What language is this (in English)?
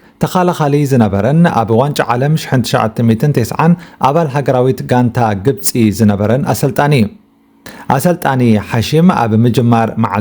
Tigrinya